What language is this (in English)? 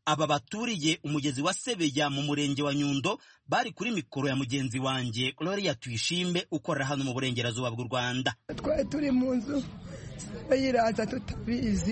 Kinyarwanda